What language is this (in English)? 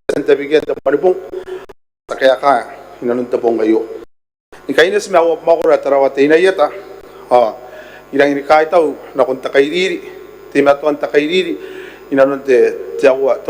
Gilbertese